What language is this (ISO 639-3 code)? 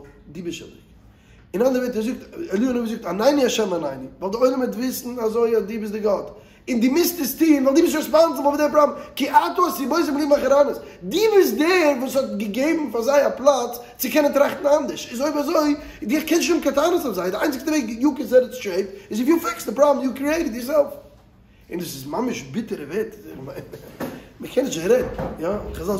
yid